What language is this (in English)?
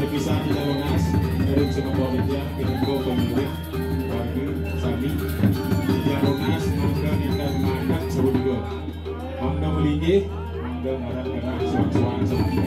Balinese